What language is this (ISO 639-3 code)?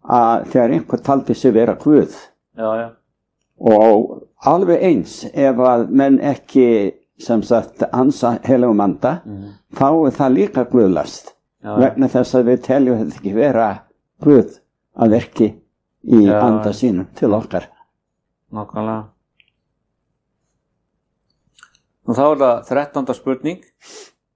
isl